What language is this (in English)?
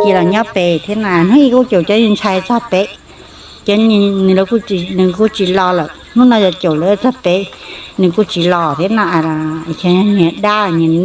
Hmong